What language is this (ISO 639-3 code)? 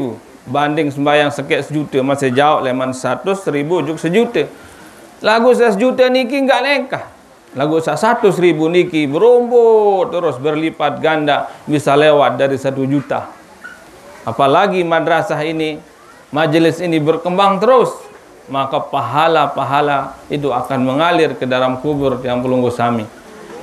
sas